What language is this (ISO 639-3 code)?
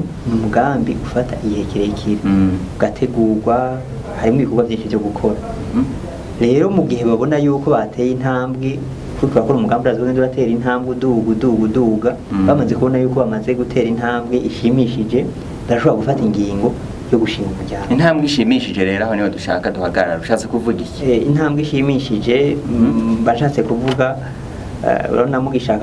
run